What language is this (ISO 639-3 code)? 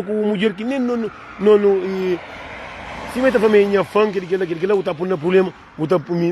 kea